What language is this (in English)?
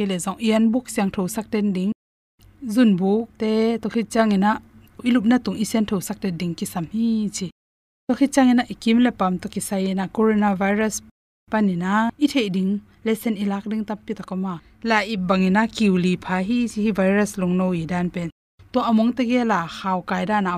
Tedim Chin